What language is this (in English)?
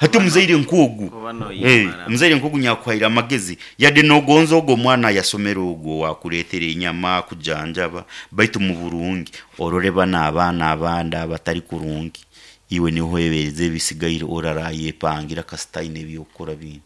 Nyankole